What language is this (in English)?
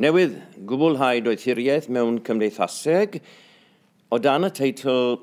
Welsh